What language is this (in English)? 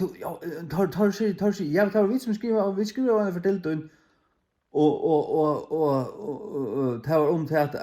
Faroese